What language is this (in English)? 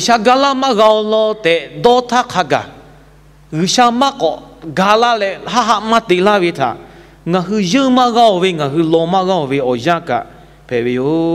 Lahu